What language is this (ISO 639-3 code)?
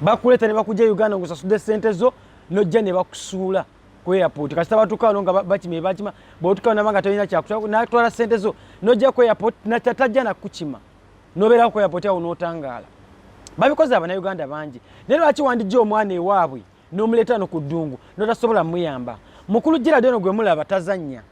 lug